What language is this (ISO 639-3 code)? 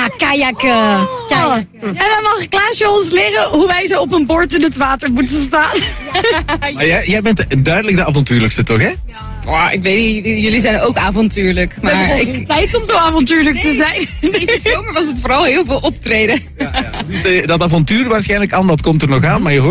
nld